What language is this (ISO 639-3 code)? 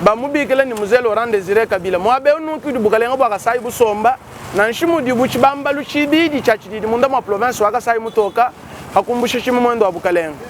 lua